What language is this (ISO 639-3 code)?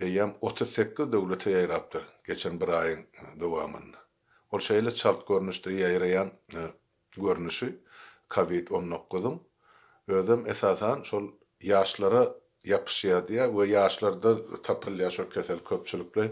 tuk